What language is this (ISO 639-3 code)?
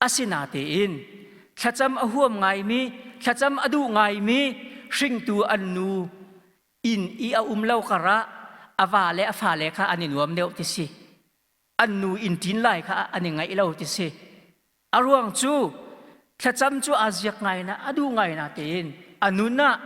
cnh